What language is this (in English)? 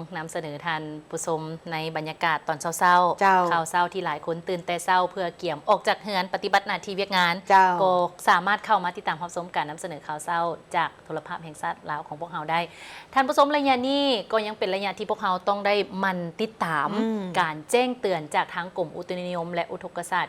Lao